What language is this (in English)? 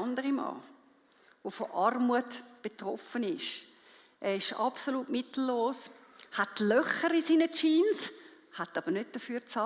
Swiss German